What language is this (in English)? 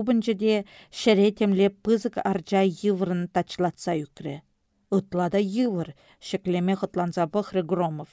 Chuvash